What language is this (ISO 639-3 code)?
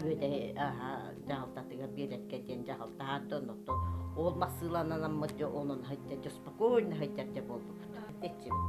sah